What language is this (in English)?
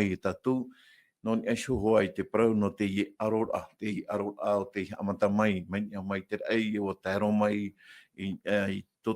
Tahitian